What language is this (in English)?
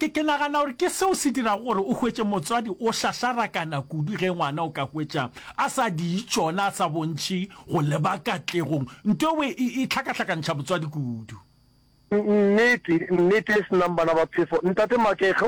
Northern Sotho